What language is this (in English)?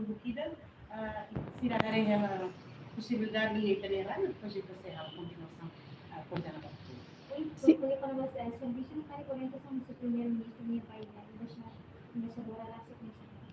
Tetum